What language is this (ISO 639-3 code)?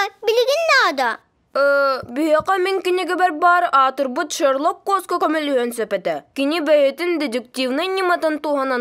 sah